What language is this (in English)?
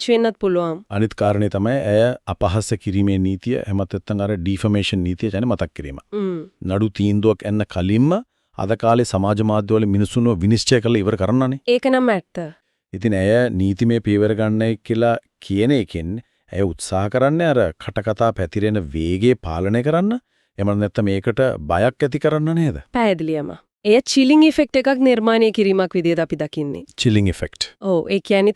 Sinhala